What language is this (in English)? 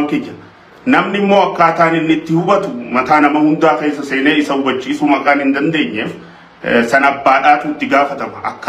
Oromo